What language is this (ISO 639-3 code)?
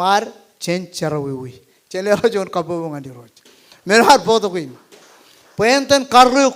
mah